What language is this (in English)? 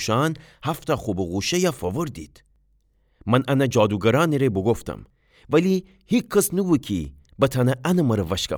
Gilaki